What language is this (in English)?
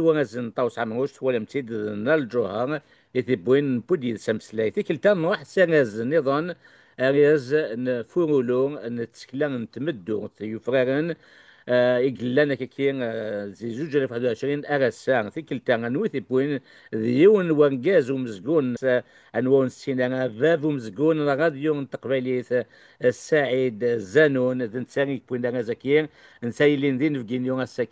Kabyle